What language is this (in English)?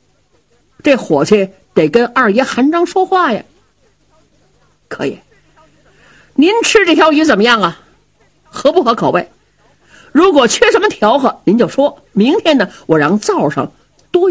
Chinese